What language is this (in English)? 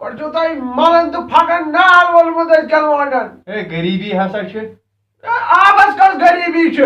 Kashmiri